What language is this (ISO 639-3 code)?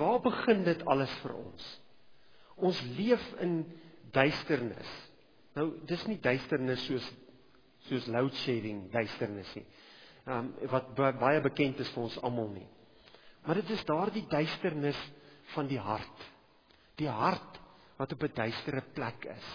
afr